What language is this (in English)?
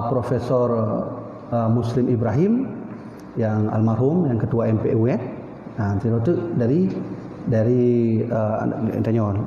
Achinese